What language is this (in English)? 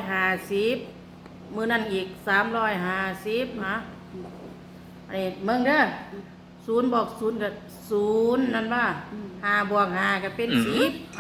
Lao